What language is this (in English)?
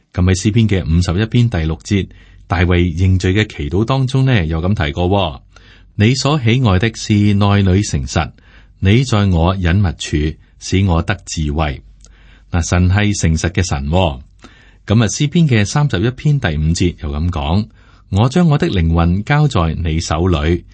Cantonese